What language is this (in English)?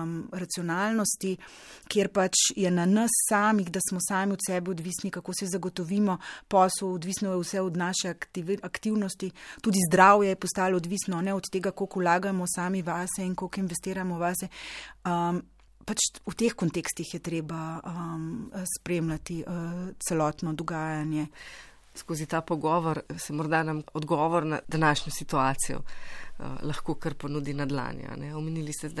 Slovenian